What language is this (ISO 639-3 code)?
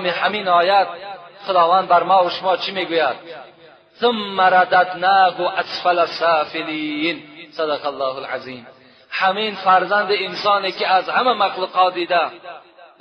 tgk